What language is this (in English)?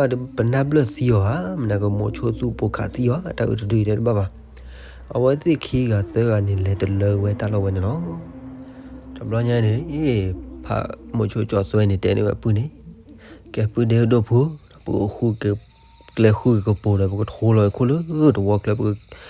S'gaw Karen